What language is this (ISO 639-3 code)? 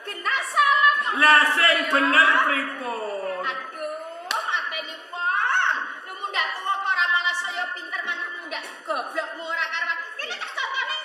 jav